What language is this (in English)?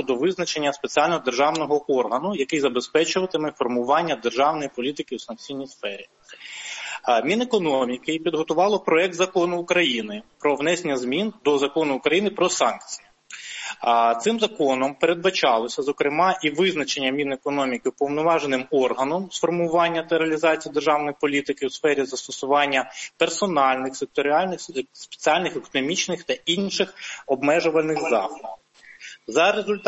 Ukrainian